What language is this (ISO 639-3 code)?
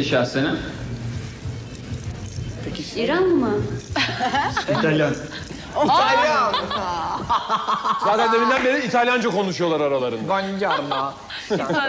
tur